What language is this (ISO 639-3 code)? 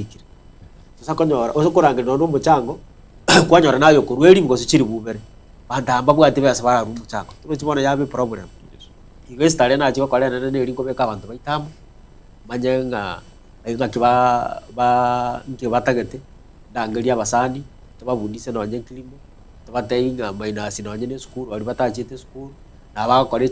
guz